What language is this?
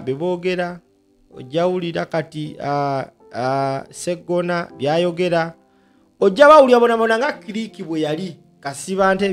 Ganda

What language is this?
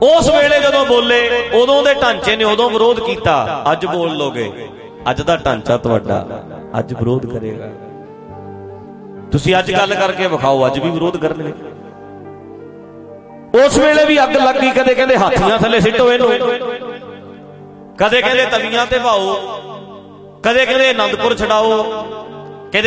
Punjabi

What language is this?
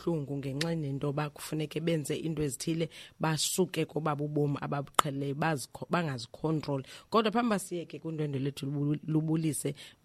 Xhosa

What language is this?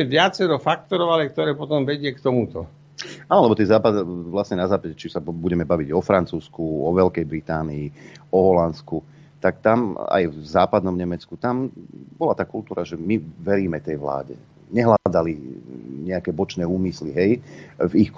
Slovak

